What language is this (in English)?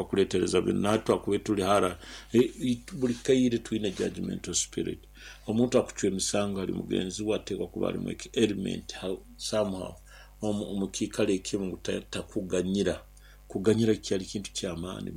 Nyoro